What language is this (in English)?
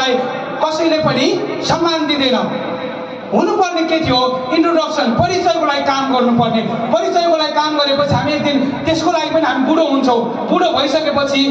Nepali